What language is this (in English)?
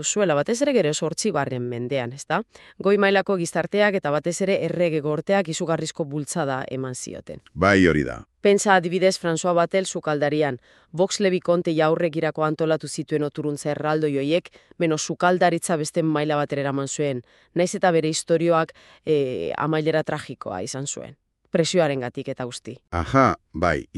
Basque